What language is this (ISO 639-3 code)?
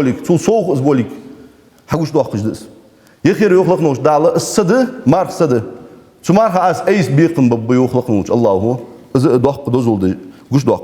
inh